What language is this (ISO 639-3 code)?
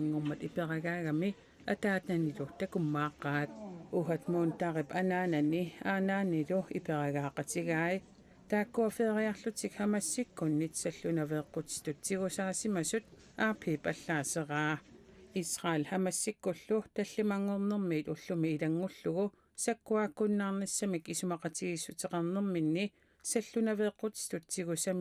kal